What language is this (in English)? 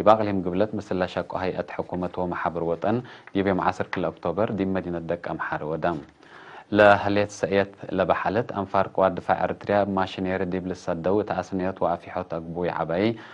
Tigre